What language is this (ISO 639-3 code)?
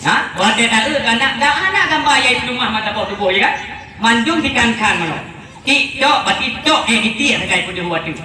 ace